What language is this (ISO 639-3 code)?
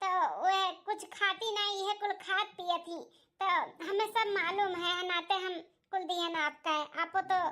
awa